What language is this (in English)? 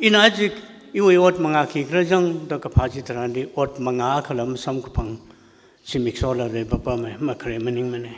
Tangkhul Naga (India)